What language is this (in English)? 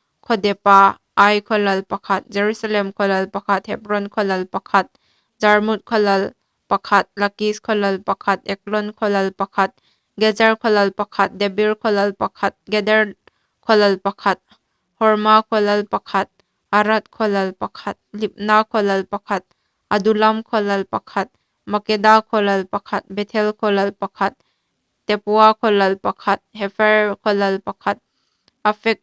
Hmar